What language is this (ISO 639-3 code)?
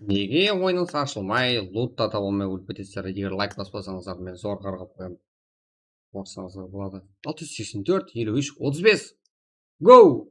kaa